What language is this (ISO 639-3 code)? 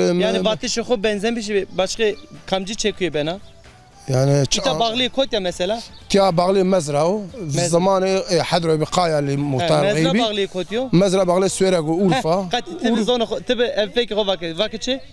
zza